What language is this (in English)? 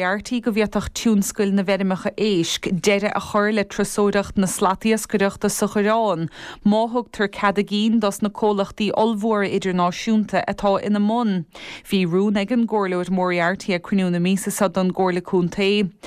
Irish